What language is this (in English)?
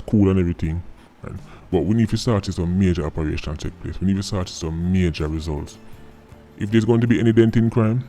Jamaican Creole English